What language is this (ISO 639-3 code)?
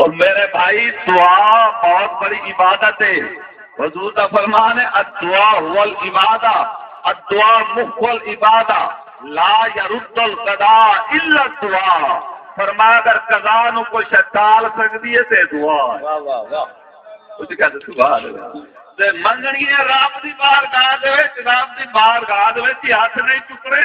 skr